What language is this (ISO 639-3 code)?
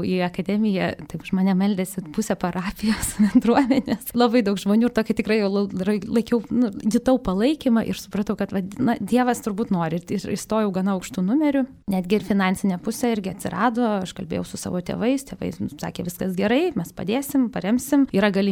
lit